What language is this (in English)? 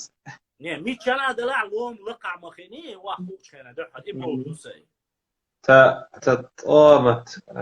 Chechen